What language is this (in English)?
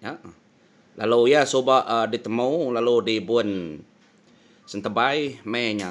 Iban